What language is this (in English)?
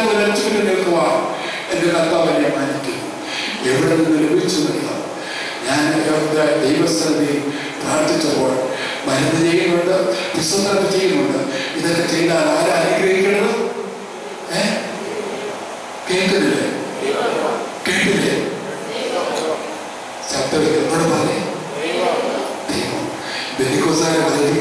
Malayalam